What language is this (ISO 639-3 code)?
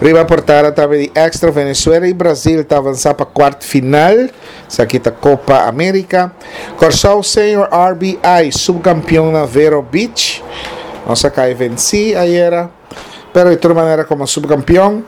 pap